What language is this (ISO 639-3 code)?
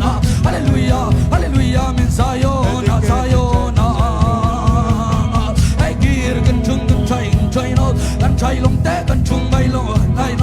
ctd